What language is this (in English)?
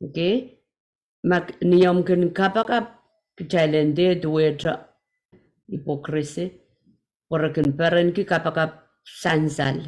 Pohnpeian